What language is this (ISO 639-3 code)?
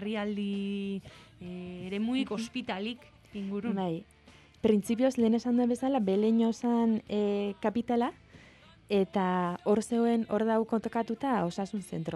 eus